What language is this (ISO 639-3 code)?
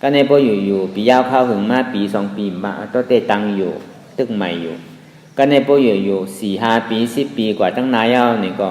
shn